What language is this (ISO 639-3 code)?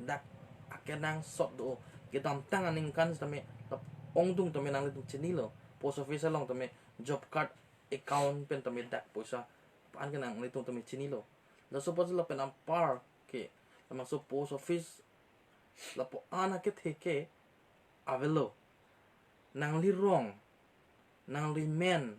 mjw